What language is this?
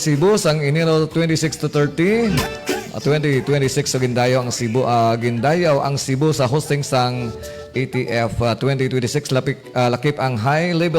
Hiligaynon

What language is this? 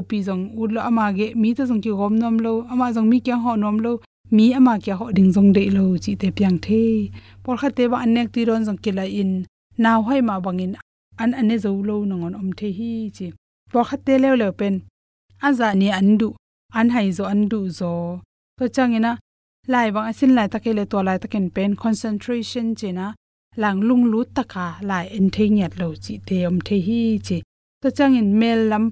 Tedim Chin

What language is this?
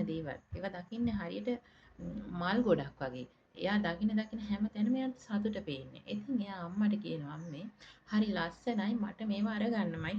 Sinhala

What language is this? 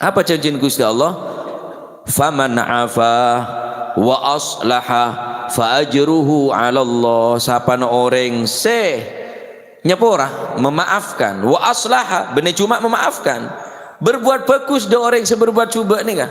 Madurese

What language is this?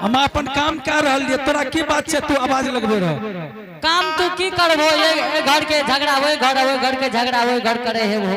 Angika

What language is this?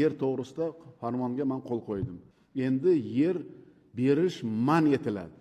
Uzbek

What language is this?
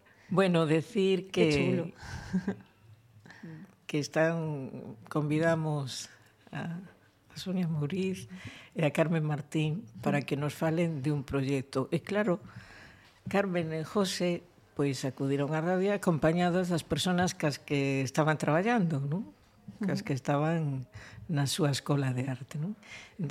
Galician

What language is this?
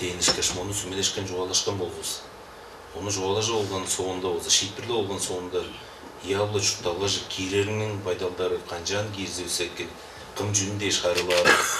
Tuvinian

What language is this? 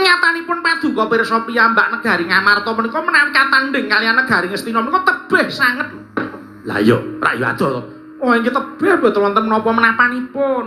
Javanese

